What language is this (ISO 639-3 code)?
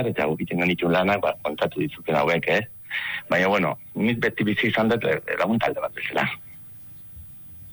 eus